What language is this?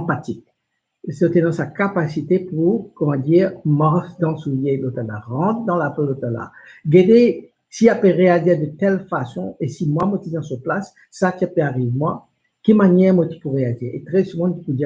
Morisyen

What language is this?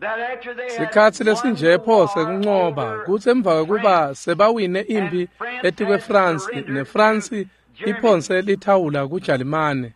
Swati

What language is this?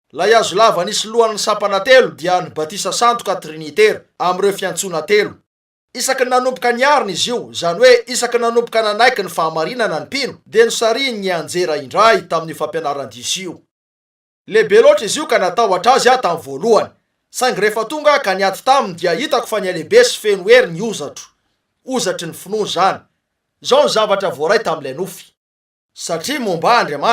Malagasy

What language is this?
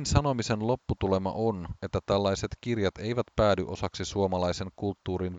Finnish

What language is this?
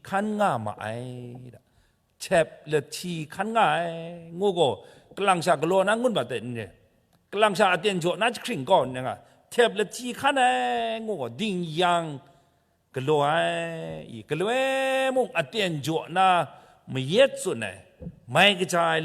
Kachin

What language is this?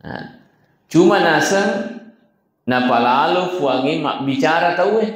Buginese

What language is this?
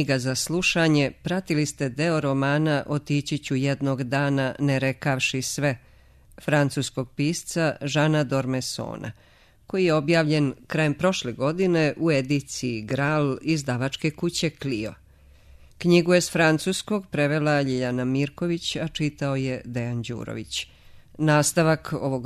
Serbian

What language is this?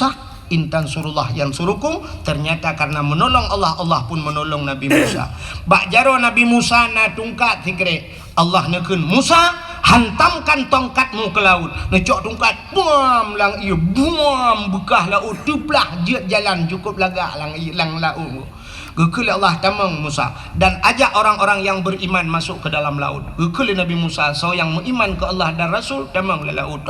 Achinese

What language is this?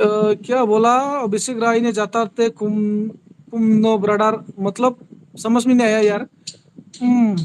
Bodo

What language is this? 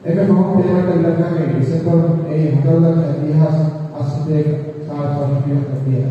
Divehi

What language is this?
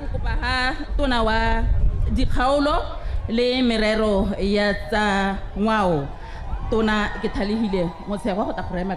Tswana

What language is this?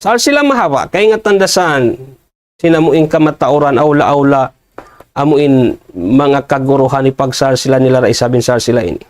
Tausug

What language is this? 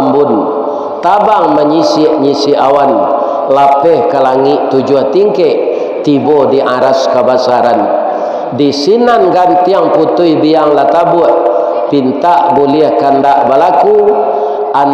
Minangkabau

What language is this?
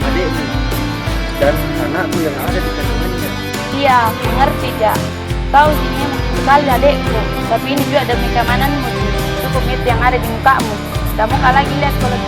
Makassar Malay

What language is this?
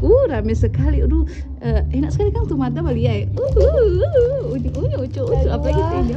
Manado Malay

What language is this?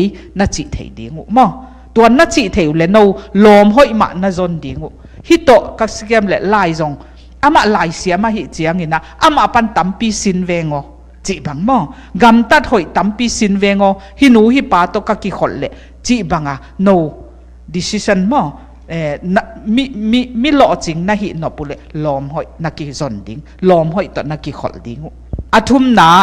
Tedim Chin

